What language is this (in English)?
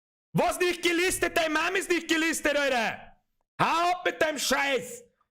Bavarian